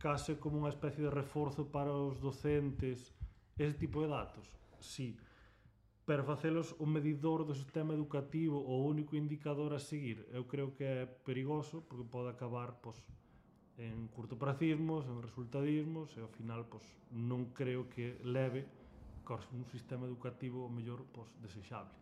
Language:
Galician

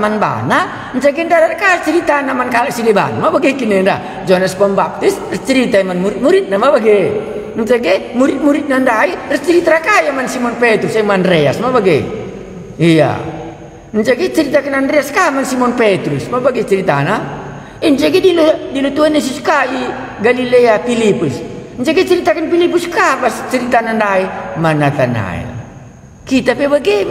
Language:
Batak Karo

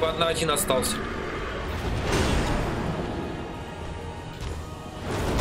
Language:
Russian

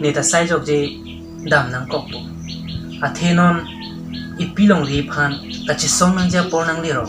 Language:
Karbi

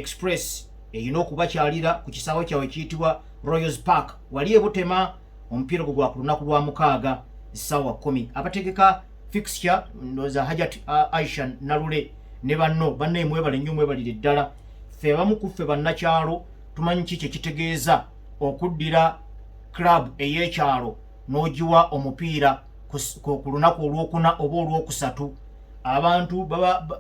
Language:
Ganda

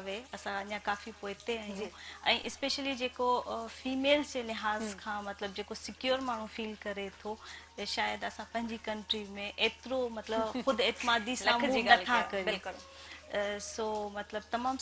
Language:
Sindhi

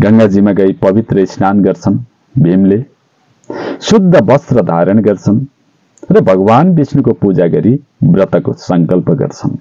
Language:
Nepali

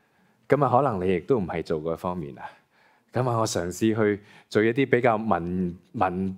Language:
Cantonese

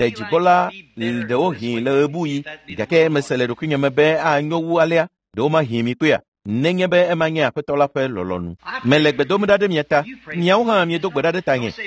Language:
Ewe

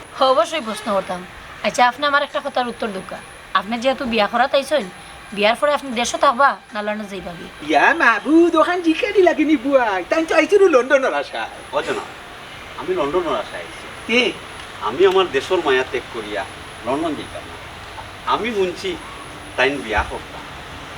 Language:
Sylheti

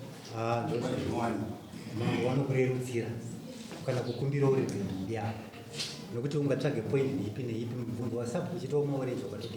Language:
Shona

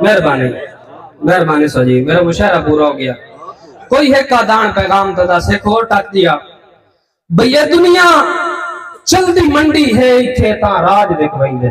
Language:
Saraiki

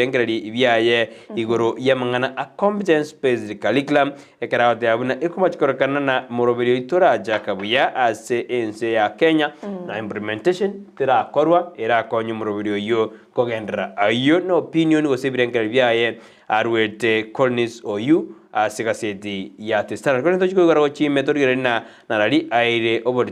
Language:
Gusii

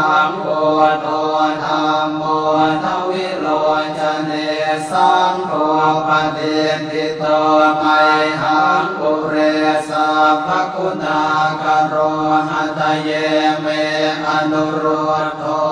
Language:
Pali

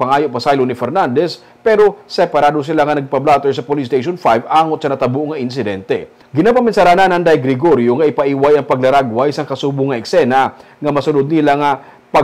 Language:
Hiligaynon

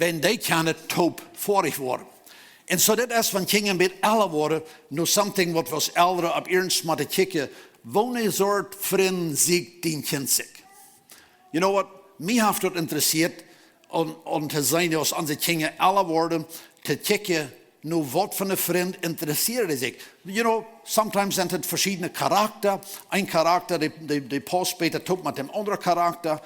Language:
Plautdietsch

